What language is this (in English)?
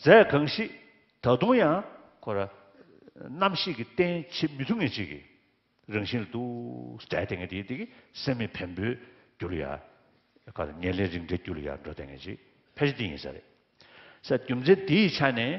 Tibetan